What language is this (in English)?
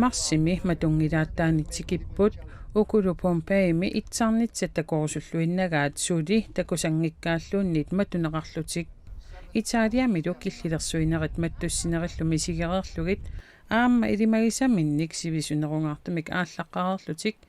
Kalaallisut